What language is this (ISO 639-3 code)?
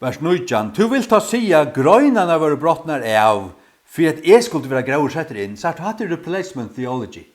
fao